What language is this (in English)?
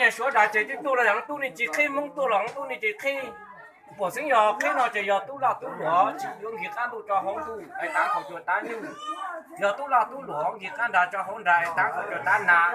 Hmong